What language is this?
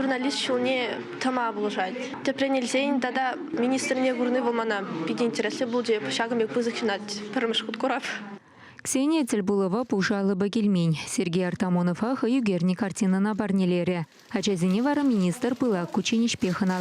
Chuvash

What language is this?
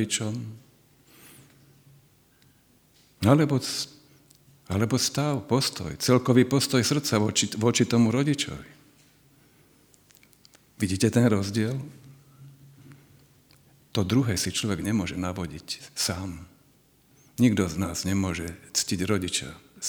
Slovak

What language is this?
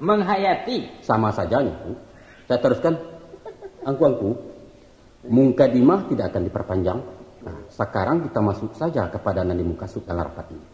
Minangkabau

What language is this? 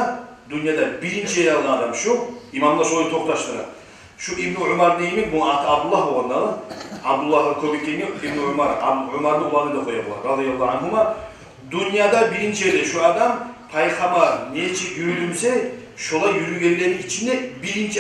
Kumyk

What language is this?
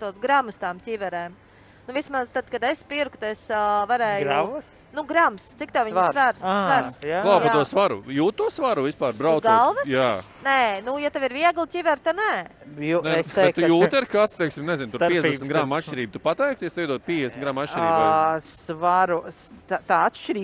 Latvian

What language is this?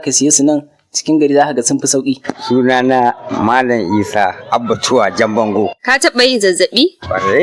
Hausa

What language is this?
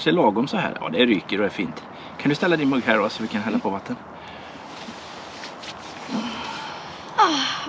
Swedish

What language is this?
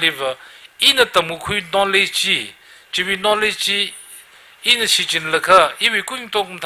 Tangkhul Naga (India)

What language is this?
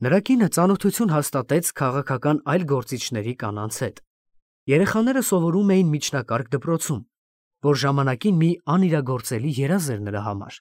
Armenian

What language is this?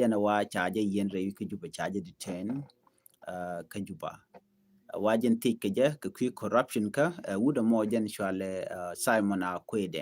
Nuer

